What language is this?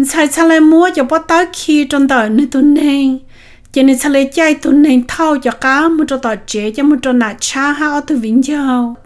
Hmong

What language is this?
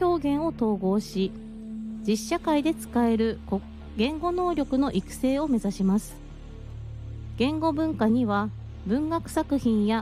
Japanese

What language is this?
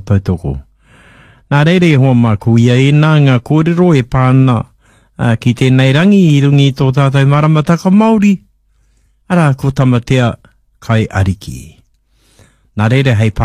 Māori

